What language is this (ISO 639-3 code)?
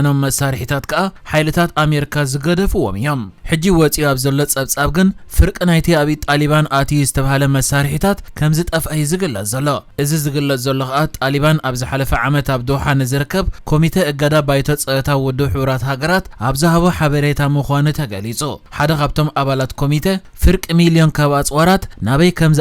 tir